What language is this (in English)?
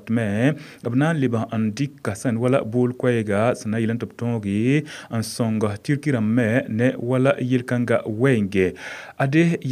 Mossi